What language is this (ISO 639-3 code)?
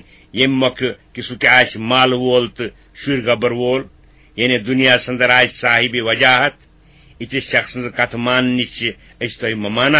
kas